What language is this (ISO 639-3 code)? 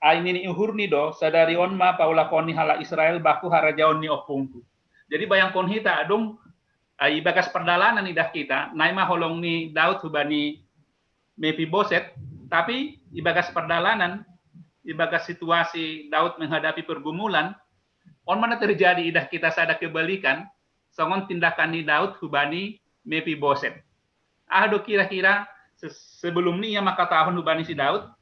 bts